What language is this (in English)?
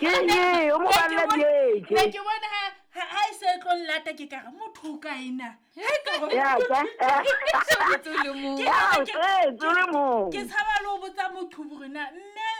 Southern Sotho